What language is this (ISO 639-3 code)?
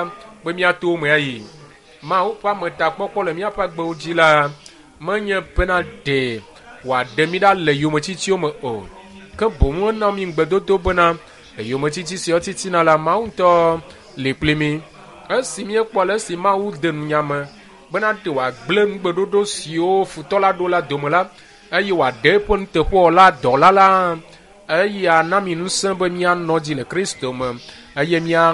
ewe